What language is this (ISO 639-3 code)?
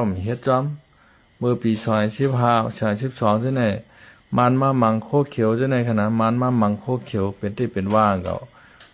shn